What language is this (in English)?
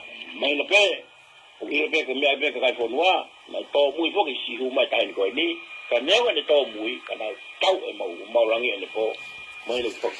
Tongan